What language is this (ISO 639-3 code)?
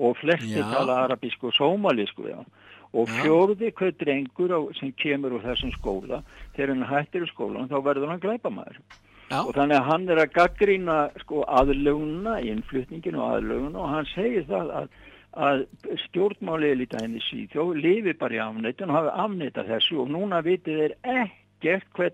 isl